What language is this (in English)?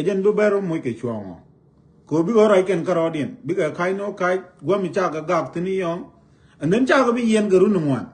Nuer